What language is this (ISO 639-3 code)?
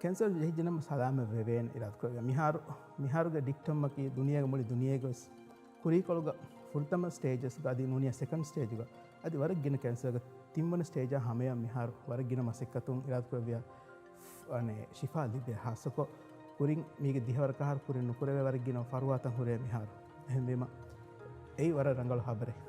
div